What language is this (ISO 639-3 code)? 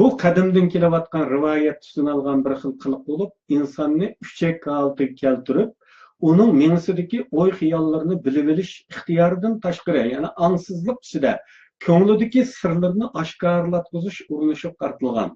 uig